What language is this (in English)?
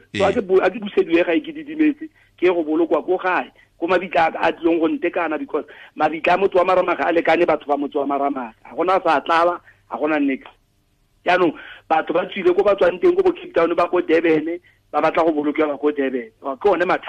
Tswana